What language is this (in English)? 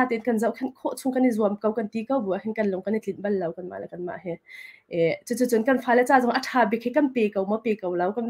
Hakha Chin